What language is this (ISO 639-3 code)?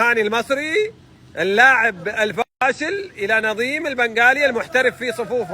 arz